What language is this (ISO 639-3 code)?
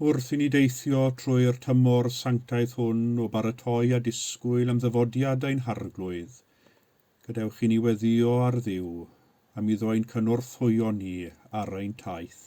cym